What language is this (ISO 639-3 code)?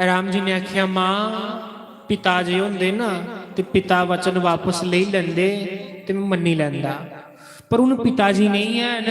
doi